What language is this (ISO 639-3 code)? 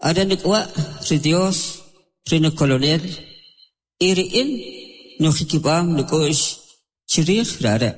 quc